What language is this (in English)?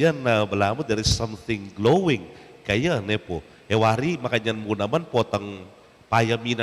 Pampanga